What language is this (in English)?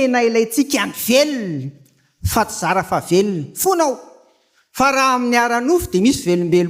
Malagasy